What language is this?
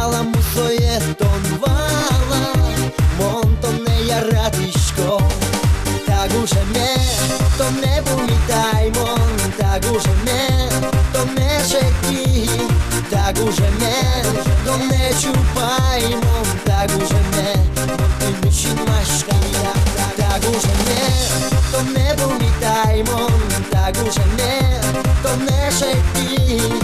Udmurt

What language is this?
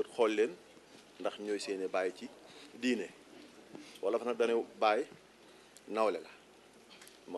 Wolof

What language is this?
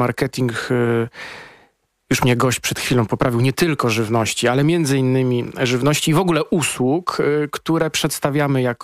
Polish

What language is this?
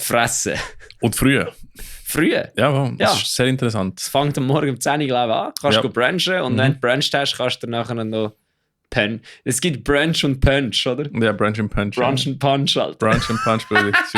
Swiss German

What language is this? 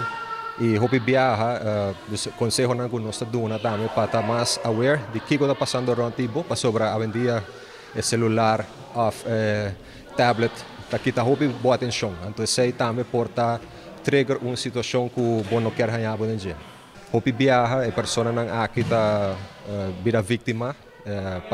Papiamento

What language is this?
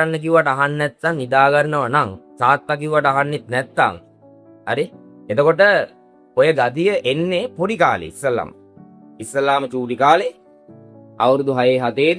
Sinhala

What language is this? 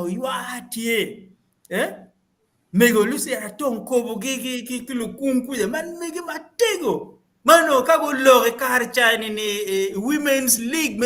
Acoli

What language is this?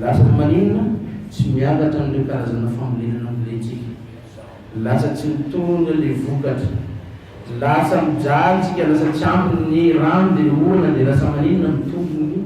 Malagasy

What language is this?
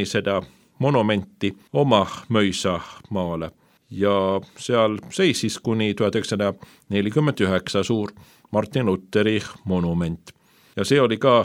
Estonian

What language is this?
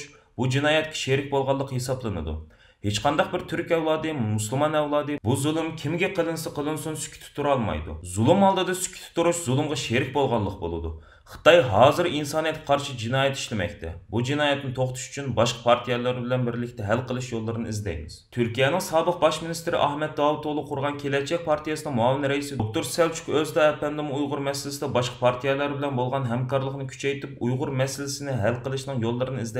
Uyghur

